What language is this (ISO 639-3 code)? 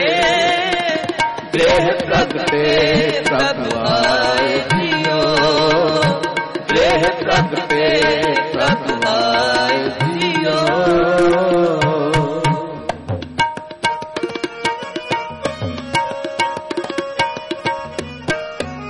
pan